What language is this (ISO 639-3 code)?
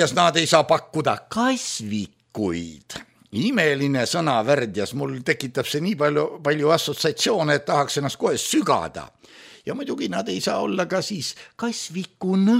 est